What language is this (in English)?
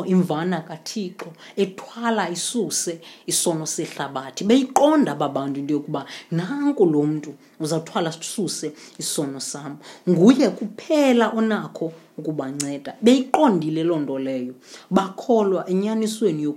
Xhosa